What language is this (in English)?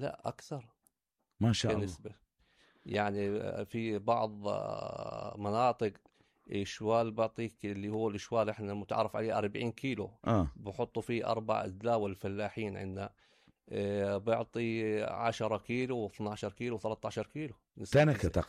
North Levantine Arabic